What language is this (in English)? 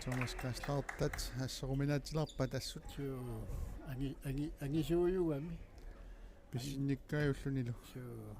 Kalaallisut